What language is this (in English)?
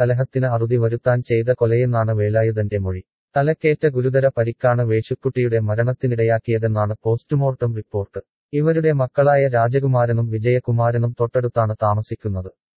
Malayalam